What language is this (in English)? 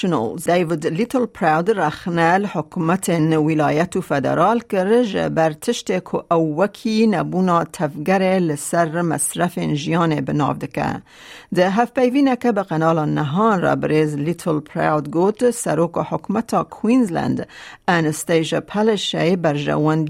Kurdish